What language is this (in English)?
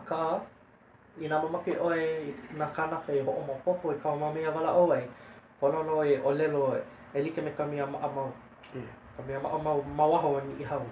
Hawaiian